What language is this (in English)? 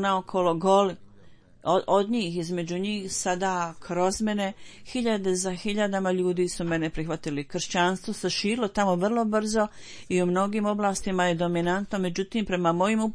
Bosnian